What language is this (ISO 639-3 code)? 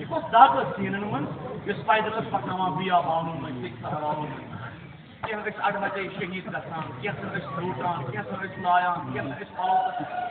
kas